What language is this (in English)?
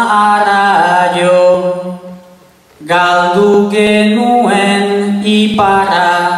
Basque